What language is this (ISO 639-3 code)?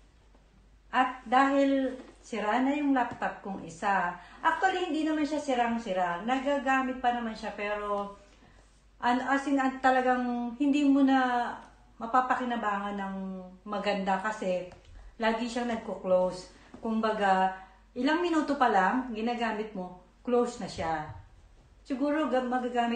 fil